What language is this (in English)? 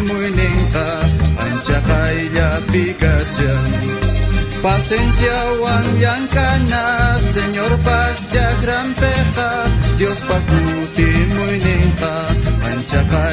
South Bolivian Quechua